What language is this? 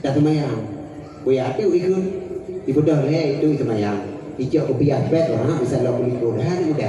Achinese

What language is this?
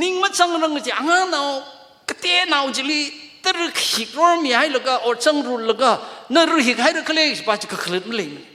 Tangkhul Naga (India)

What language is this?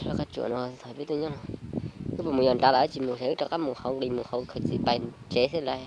Hmong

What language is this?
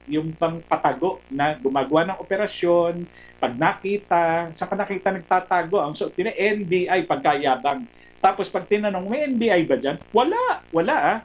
Filipino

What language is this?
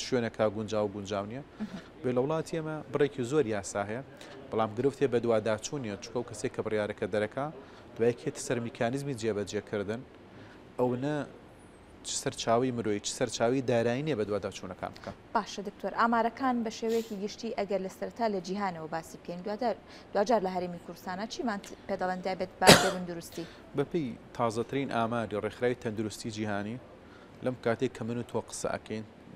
Central Kurdish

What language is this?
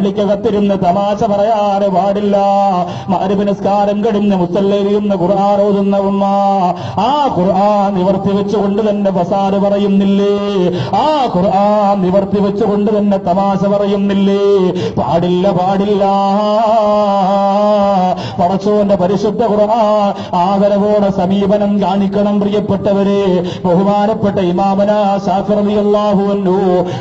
Malayalam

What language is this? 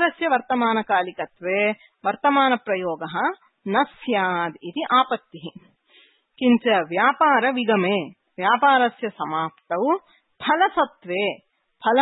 Sanskrit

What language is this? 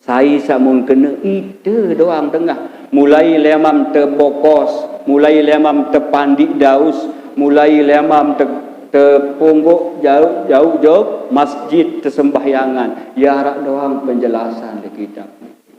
Sasak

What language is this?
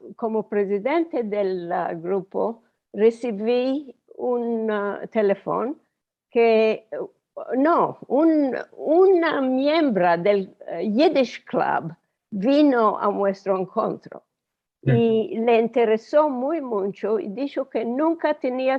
Ladino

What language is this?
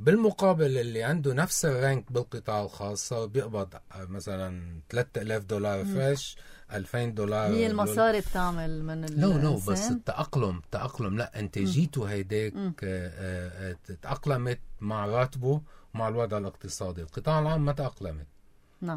North Levantine Arabic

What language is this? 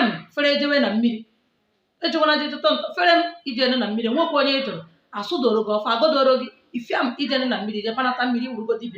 Igbo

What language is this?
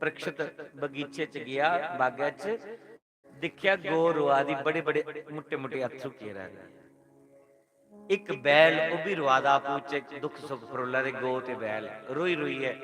Dogri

